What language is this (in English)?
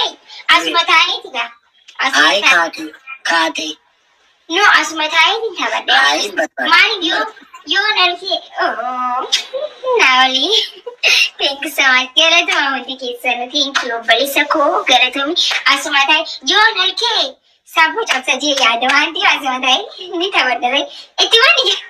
Oromo